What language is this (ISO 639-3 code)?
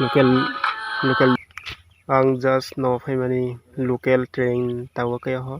trp